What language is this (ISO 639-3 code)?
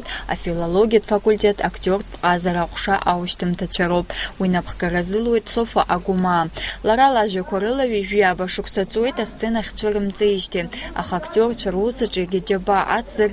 abk